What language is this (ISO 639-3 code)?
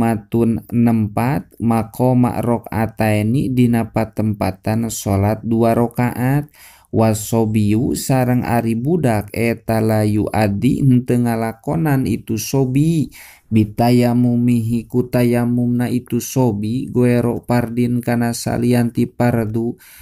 sun